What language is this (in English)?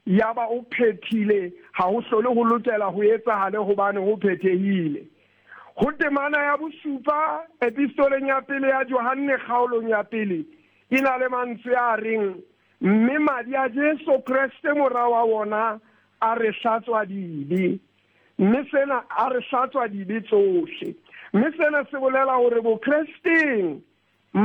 Southern Sotho